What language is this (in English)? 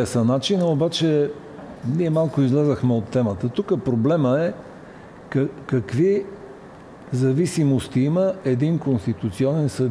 Bulgarian